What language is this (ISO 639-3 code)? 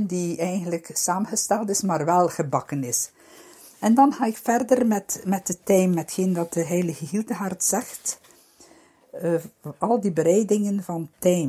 nld